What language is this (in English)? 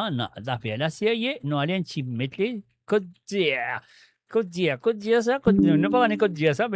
Morisyen